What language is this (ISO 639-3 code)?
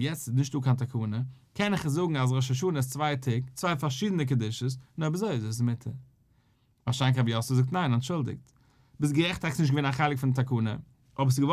yid